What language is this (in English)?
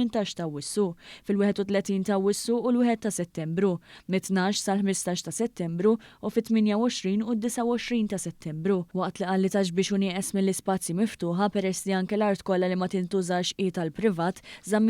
Maltese